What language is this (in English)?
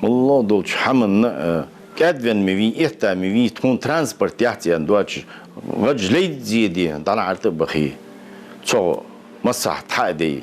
Ingush